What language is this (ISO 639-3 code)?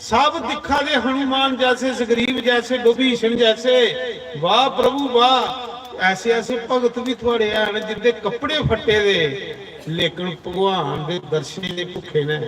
doi